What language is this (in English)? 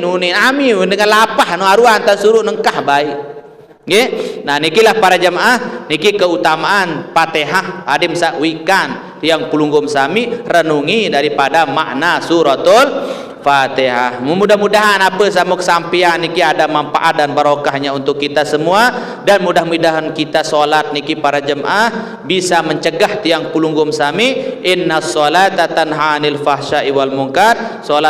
Sasak